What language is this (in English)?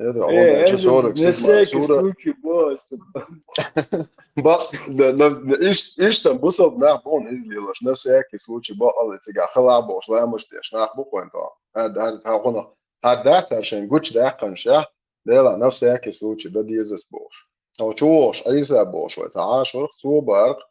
Chechen